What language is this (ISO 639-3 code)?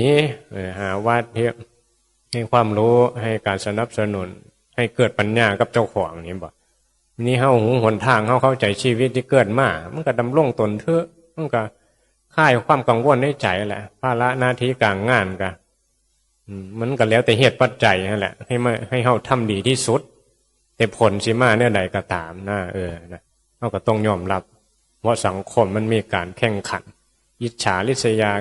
tts